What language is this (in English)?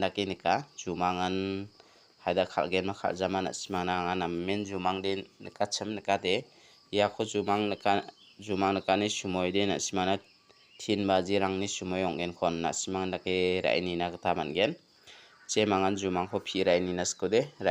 Garo